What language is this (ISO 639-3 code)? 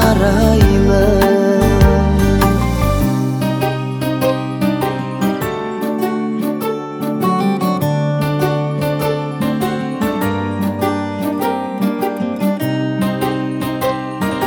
kaz